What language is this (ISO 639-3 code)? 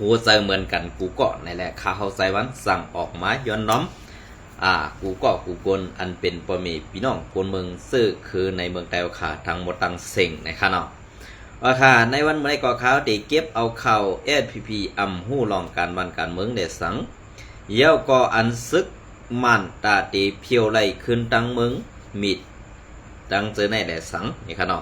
shn